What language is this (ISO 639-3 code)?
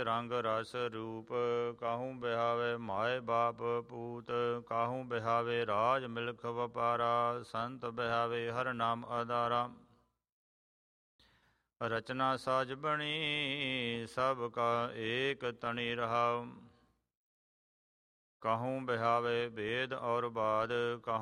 pan